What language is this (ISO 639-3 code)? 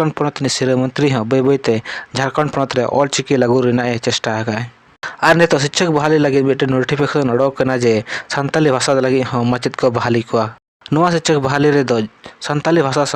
sat